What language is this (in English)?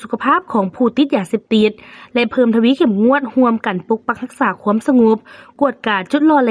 Lao